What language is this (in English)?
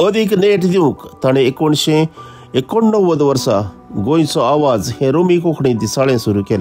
Konkani